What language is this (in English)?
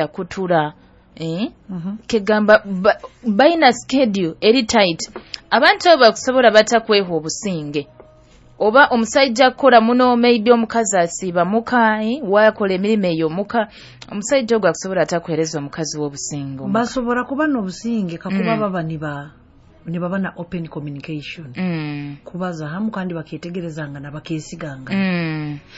Nyoro